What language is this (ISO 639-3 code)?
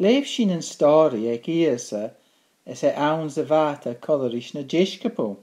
gla